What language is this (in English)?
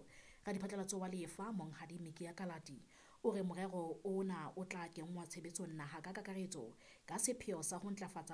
Southern Sotho